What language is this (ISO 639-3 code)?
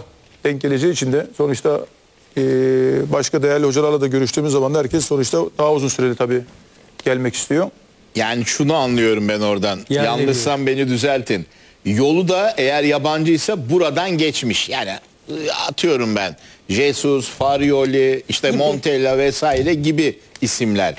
tur